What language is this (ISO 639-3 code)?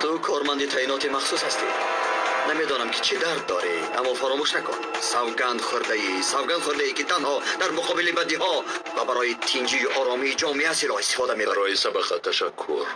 tgk